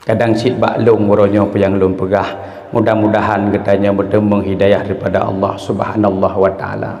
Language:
Achinese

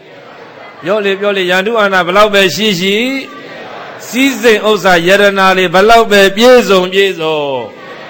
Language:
Burmese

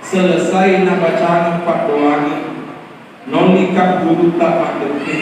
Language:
Buginese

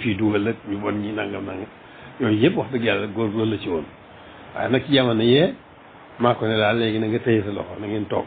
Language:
Wolof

